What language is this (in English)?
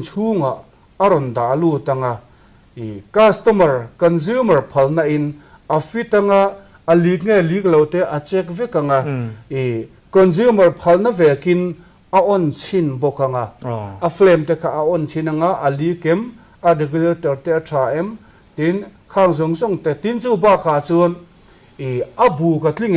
Mizo